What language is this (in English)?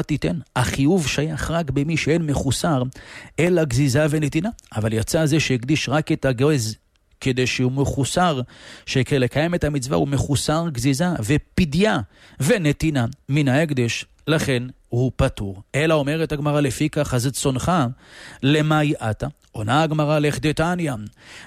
Hebrew